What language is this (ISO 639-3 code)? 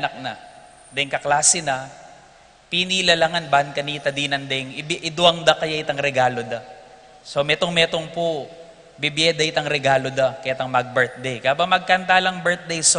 pam